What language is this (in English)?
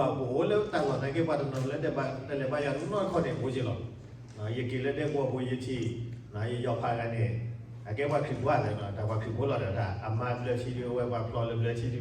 S'gaw Karen